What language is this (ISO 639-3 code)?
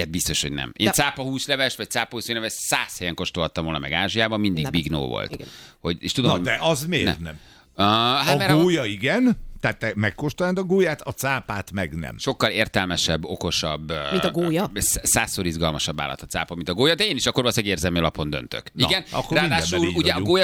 hun